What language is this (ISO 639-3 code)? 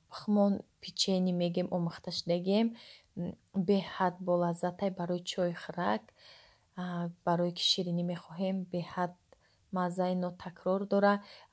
tgk